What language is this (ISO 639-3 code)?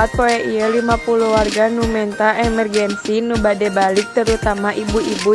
sun